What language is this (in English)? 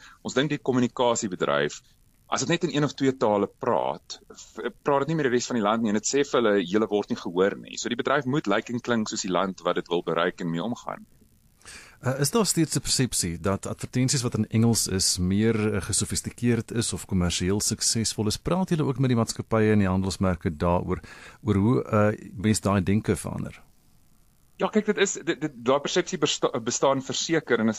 Afrikaans